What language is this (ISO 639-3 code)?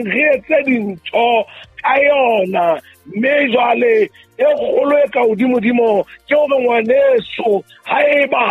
sot